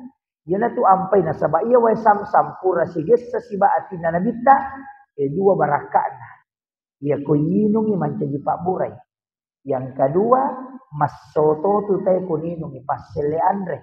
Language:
Buginese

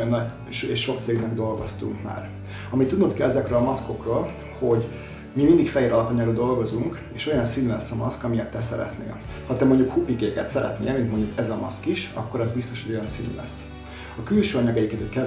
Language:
Hungarian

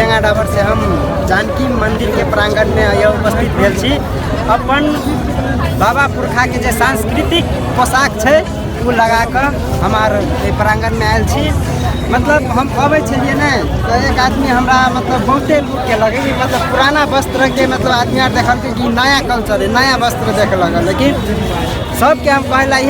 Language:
Maithili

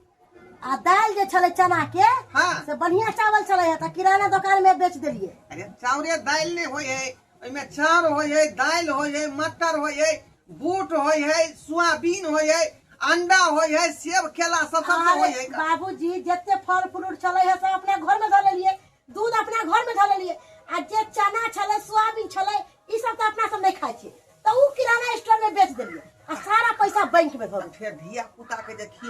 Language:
Maithili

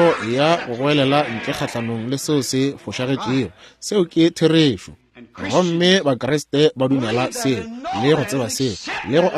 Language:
Northern Sotho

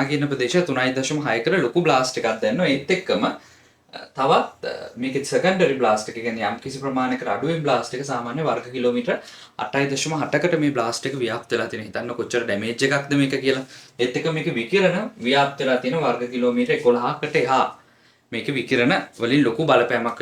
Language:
Sinhala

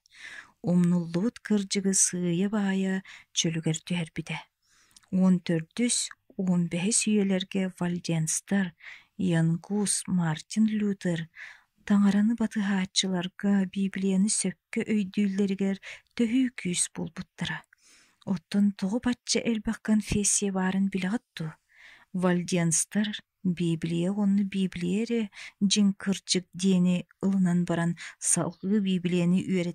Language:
Yakut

